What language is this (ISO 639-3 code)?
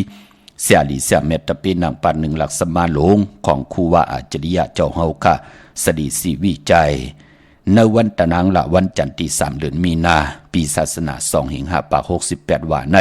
shn